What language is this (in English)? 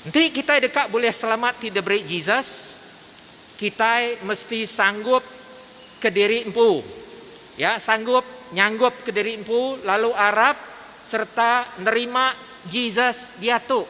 Iban